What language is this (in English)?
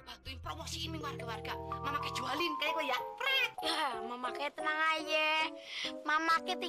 Betawi